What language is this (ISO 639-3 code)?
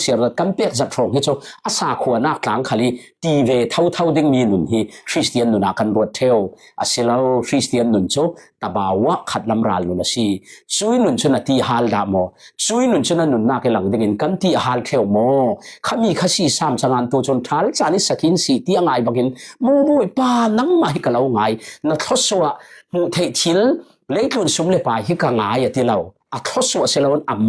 cfm